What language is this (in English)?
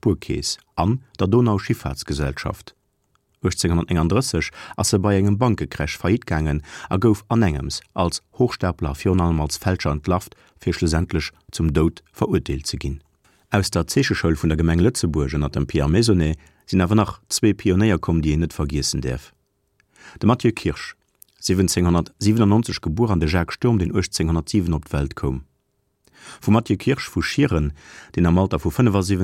Luxembourgish